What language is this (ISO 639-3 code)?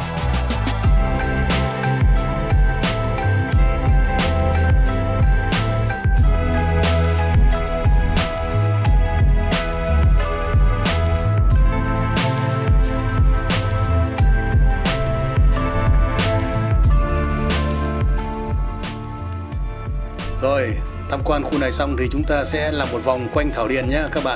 vie